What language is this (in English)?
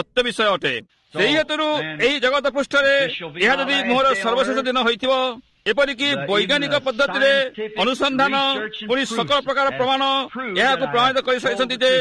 Odia